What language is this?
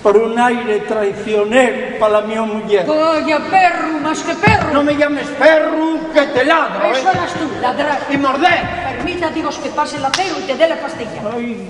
Asturian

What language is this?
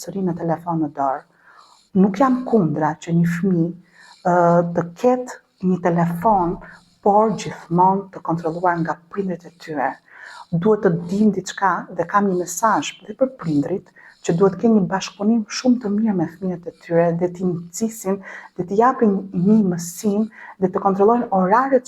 Albanian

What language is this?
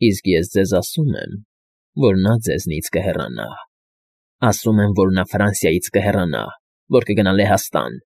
Armenian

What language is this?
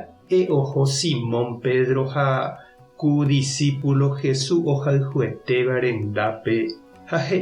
Guarani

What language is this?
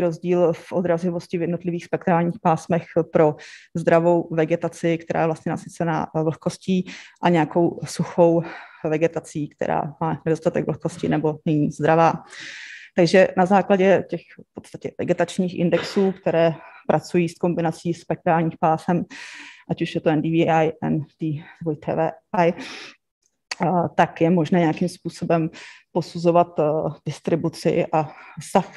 Czech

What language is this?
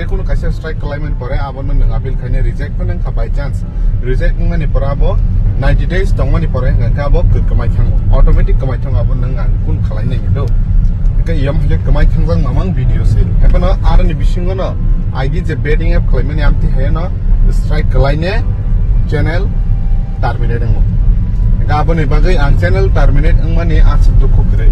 Kok Borok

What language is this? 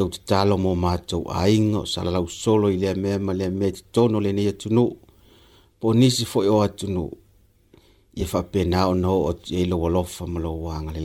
Samoan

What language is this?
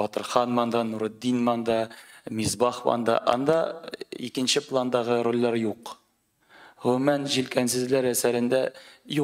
Tatar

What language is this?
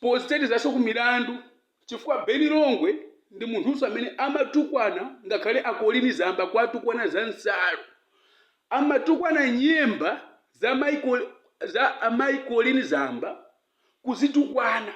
Nyanja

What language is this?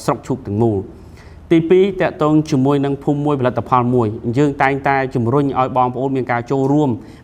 Khmer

